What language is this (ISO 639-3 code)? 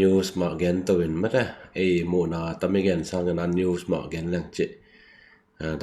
ctd